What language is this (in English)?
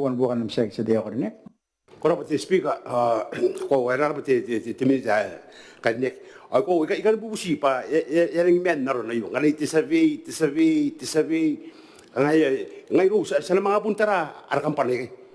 Gilbertese